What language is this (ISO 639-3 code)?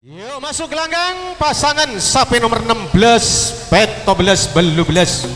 mad